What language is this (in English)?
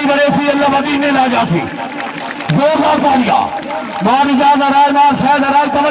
Saraiki